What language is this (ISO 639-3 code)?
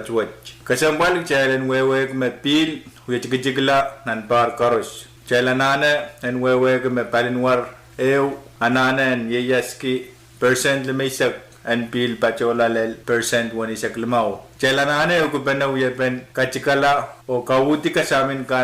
pon